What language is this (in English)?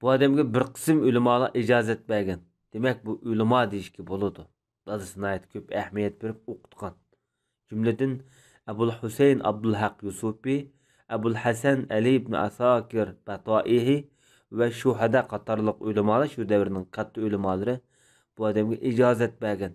Uyghur